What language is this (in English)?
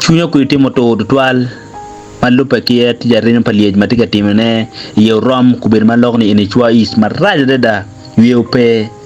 Acoli